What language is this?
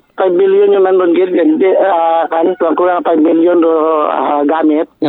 Aklanon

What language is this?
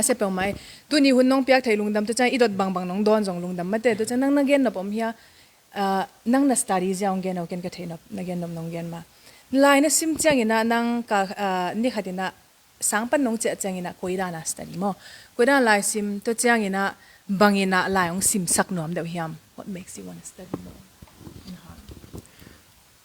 Tedim Chin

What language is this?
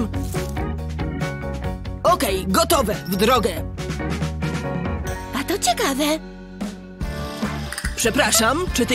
Polish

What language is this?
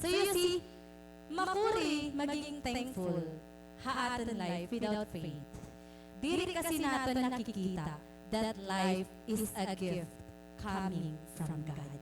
Waray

